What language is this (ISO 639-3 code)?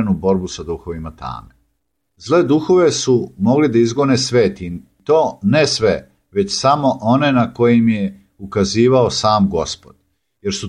srp